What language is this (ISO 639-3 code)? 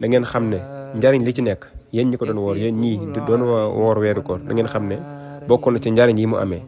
wol